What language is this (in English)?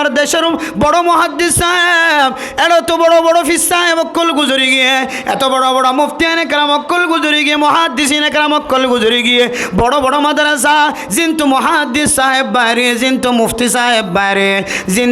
Rohingya